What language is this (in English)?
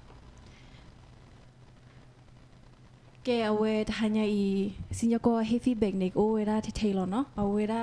S'gaw Karen